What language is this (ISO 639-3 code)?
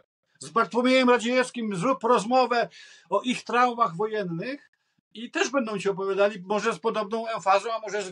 pol